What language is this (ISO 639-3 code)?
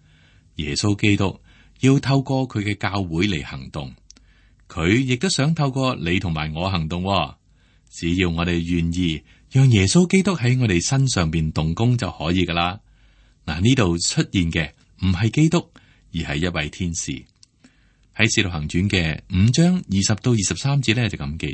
yue